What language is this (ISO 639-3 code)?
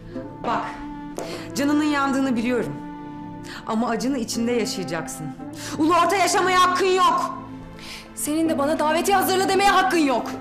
tur